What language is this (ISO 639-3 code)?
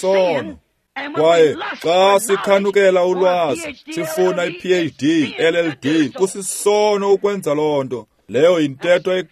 xho